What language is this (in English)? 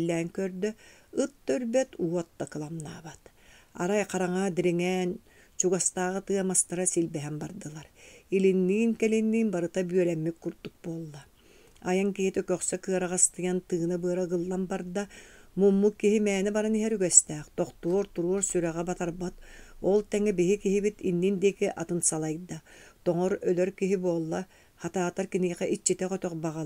Yakut